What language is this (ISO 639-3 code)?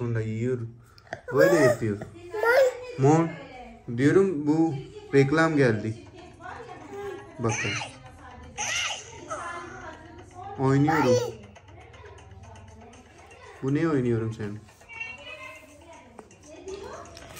tur